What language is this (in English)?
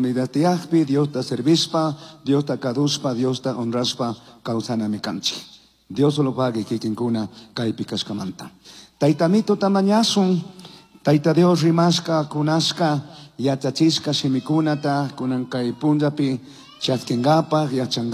Chimborazo Highland Quichua